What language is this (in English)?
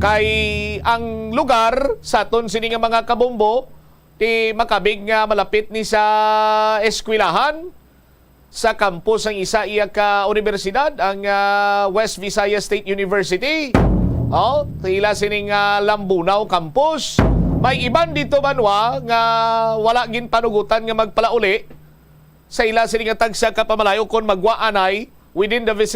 Hiligaynon